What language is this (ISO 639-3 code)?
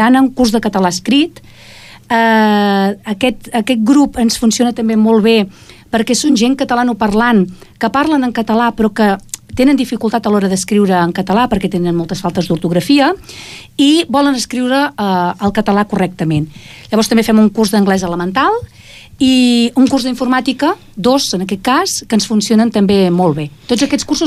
cat